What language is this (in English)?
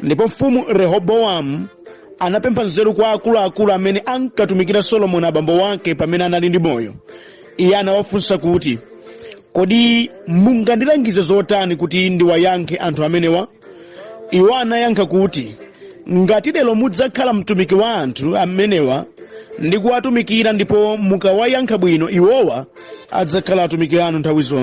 Nyanja